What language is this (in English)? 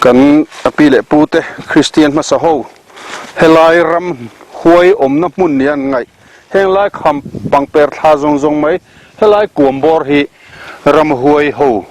Mizo